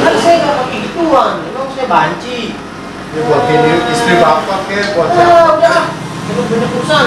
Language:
Betawi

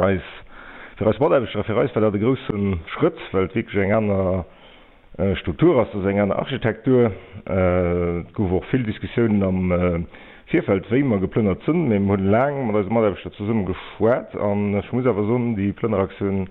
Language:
Luxembourgish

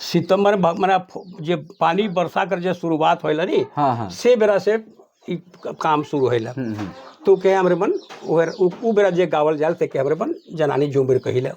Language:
Sadri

